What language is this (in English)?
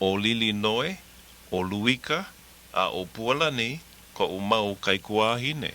Hawaiian